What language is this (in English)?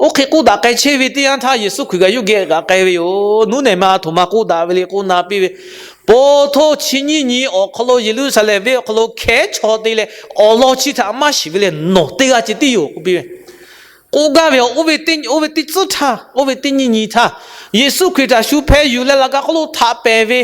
Lahu